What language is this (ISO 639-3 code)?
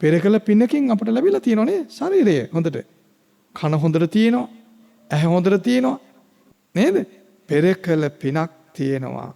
sin